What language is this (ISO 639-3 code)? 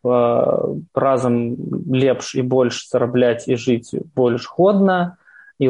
bel